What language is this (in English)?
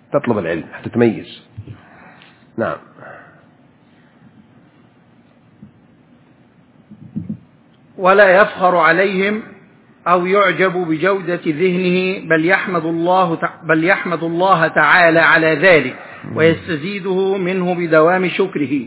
Arabic